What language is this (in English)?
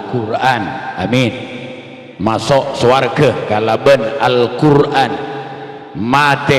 Madurese